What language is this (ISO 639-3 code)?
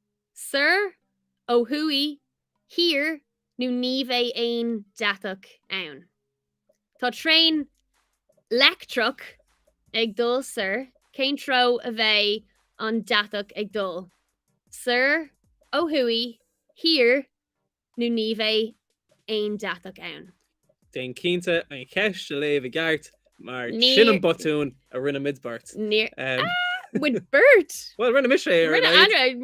gle